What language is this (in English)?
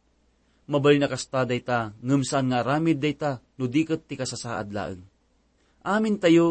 Iloko